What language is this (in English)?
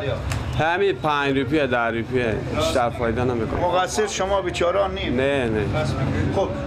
Persian